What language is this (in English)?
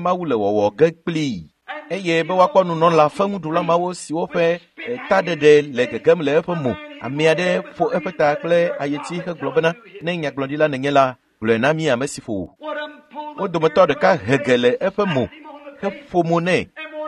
Ewe